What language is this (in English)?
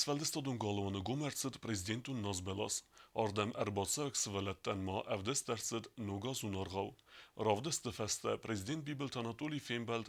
Ossetic